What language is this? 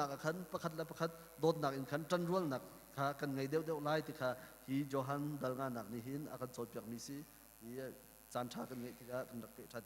Hakha Chin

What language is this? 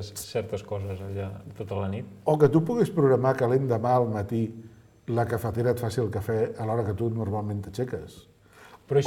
Catalan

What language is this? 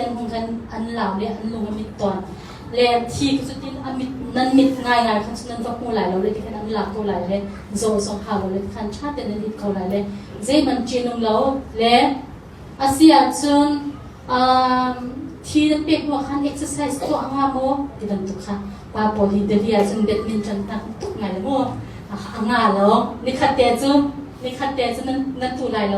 Hakha Chin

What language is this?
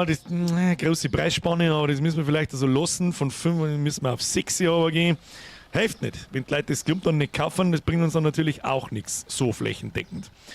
Bavarian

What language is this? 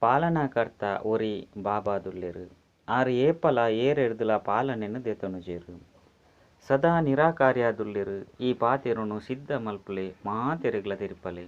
Tulu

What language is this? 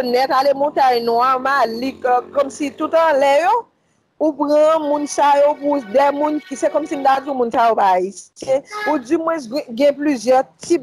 Haitian Creole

